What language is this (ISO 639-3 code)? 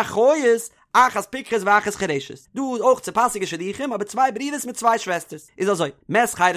yid